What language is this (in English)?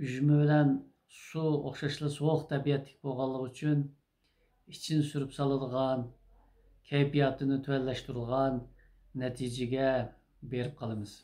Uyghur